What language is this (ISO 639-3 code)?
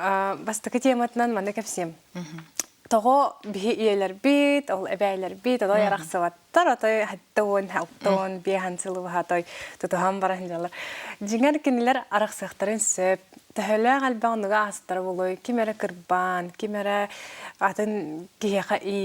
sah